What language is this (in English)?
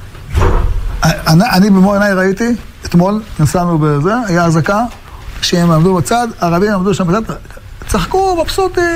Hebrew